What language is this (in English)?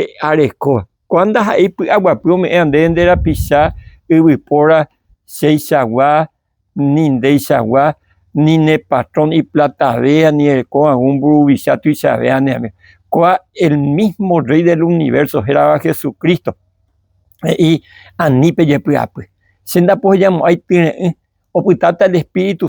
Guarani